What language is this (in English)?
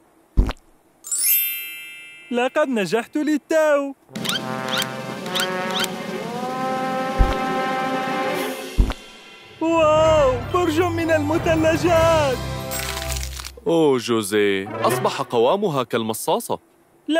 Arabic